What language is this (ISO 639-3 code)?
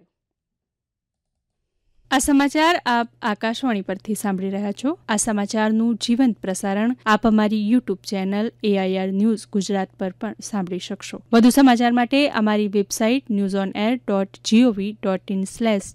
guj